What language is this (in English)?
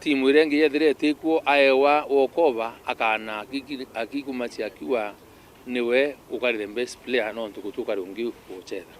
Meru